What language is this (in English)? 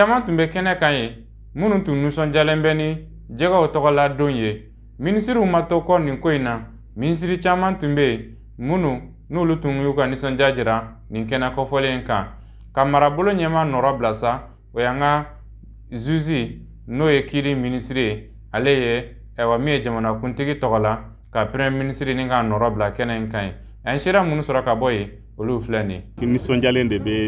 Bambara